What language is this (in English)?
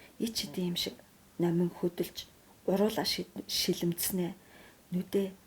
Mongolian